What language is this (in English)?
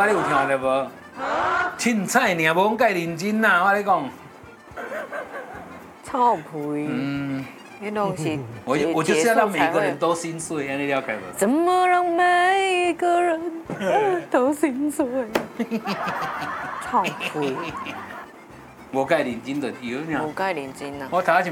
Min Nan Chinese